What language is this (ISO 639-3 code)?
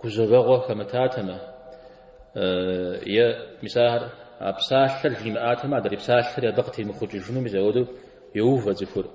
kbd